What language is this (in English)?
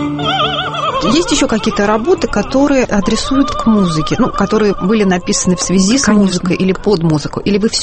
Russian